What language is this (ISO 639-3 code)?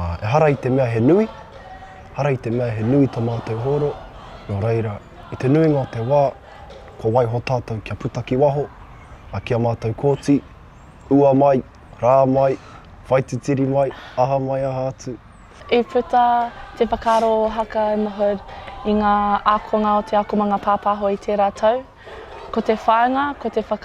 mri